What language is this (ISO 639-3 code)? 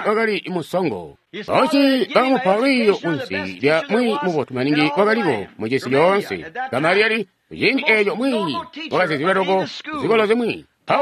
toi